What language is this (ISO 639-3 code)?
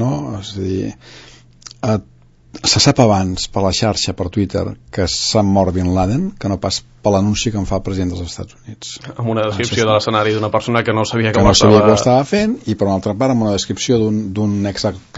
cat